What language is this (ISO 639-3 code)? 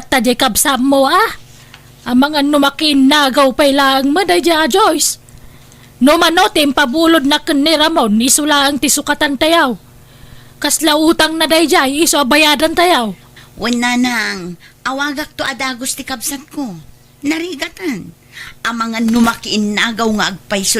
ilo